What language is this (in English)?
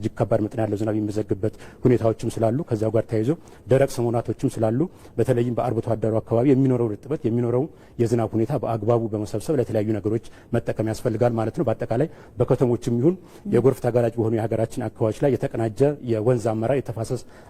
Amharic